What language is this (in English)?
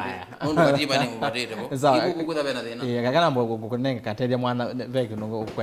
Kamba